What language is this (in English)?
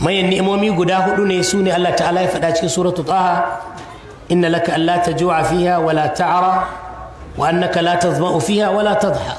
Hausa